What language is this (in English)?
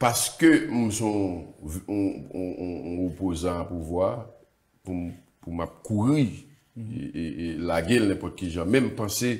Haitian Creole